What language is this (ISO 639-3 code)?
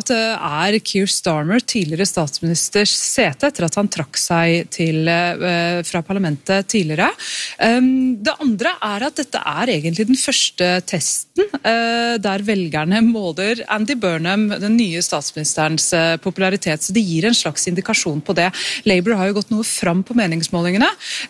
nor